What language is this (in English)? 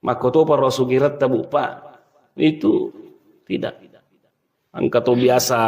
Buginese